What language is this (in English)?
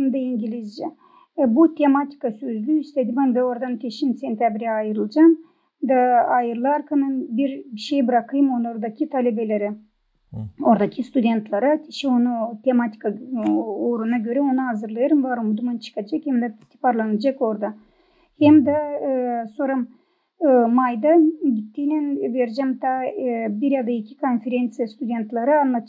Gagauz